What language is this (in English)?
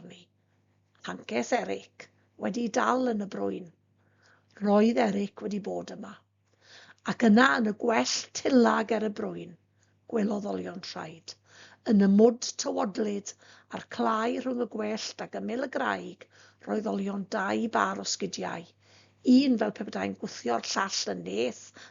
Welsh